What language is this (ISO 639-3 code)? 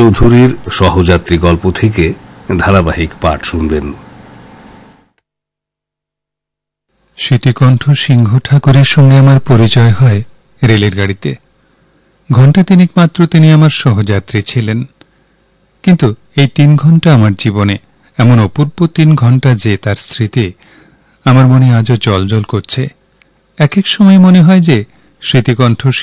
ben